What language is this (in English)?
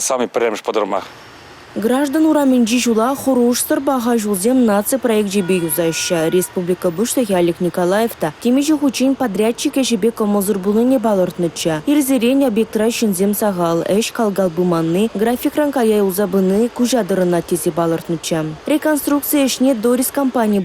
Chuvash